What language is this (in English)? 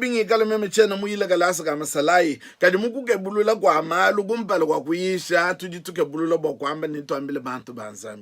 Luba-Lulua